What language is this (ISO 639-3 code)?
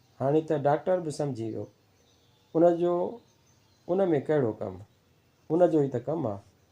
snd